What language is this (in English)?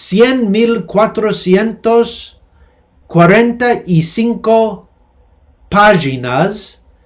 Ladino